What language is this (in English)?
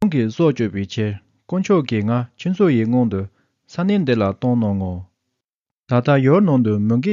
Tibetan